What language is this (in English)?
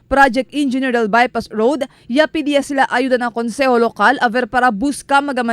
Chavacano